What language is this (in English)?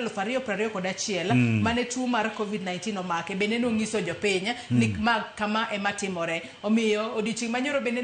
Luo (Kenya and Tanzania)